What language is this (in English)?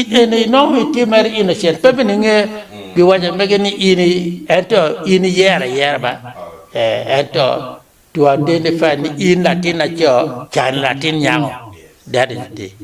Acoli